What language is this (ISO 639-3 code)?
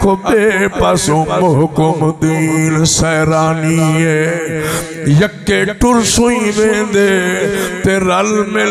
skr